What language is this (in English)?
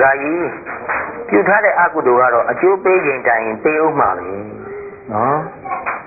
Burmese